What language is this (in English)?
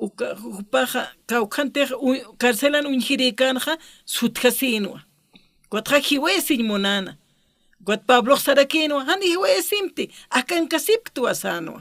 Aymara